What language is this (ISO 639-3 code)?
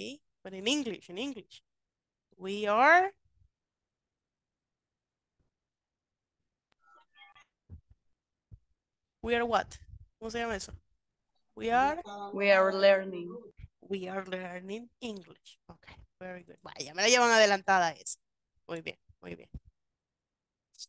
spa